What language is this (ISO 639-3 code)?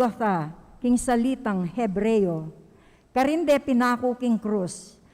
pam